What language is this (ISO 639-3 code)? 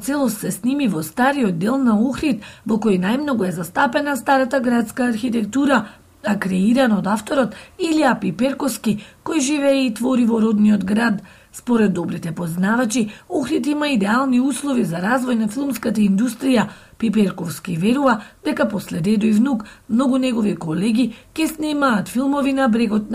mkd